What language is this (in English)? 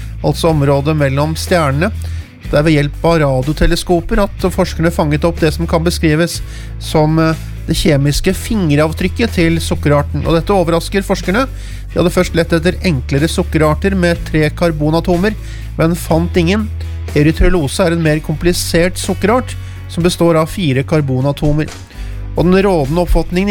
Norwegian